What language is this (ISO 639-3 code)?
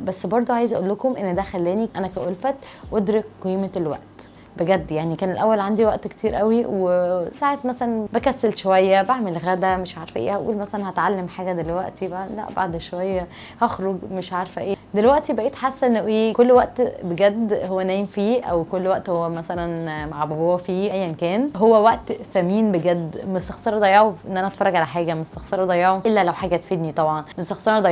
arz